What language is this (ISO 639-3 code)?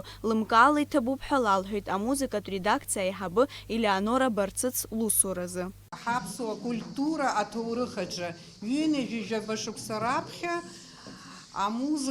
abk